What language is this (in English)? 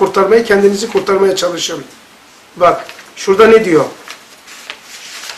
Turkish